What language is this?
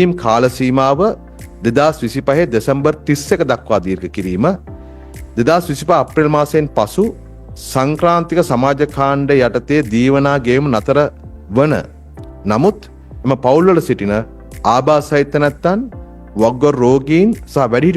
Sinhala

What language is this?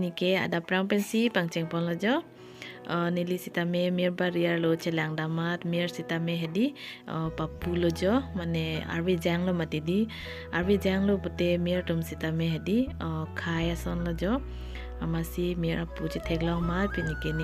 Karbi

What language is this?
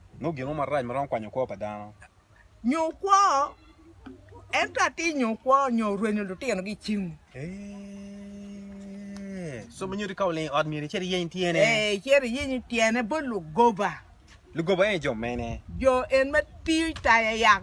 Acoli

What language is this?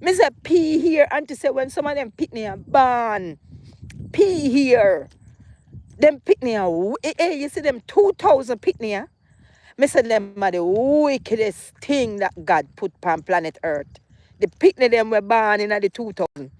Jamaican Creole English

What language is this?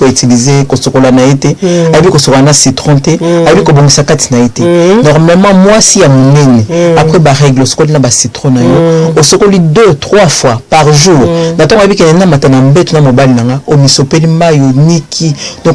Lingala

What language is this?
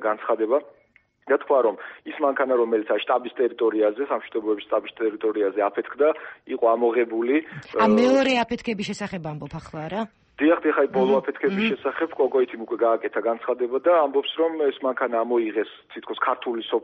Georgian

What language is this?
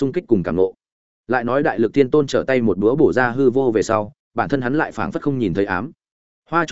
Vietnamese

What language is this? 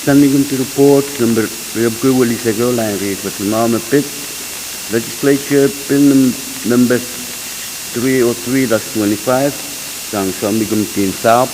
Pohnpeian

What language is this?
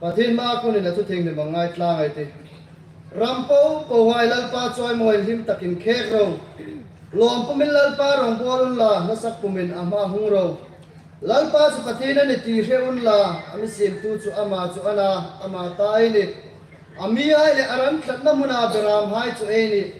Hmar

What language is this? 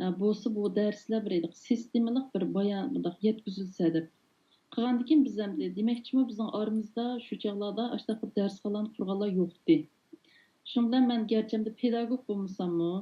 Uyghur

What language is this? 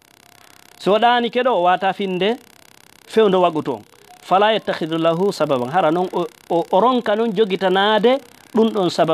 Fula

